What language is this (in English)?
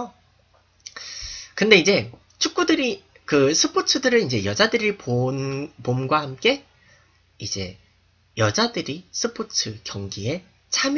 Korean